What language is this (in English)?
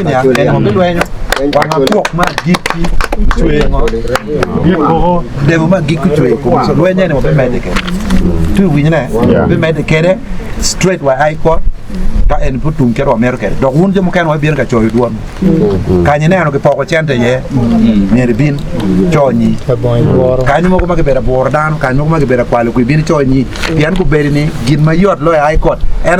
Acoli